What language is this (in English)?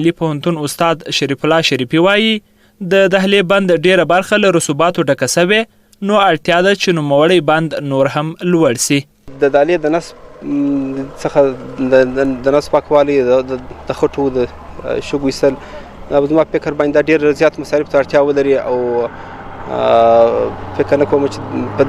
Pashto